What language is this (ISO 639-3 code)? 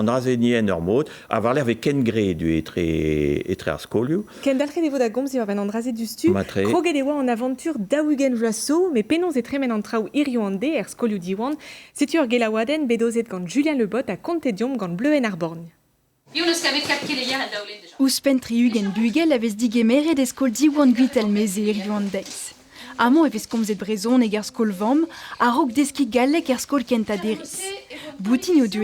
bre